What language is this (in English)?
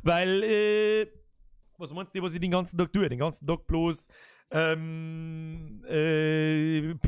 Bavarian